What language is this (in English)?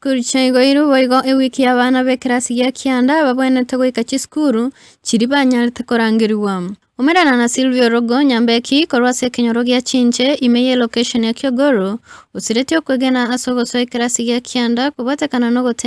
Gusii